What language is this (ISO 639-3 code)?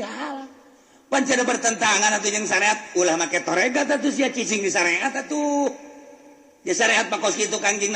sun